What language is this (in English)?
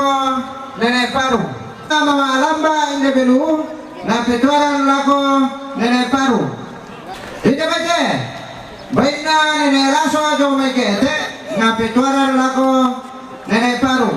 Toraja-Sa'dan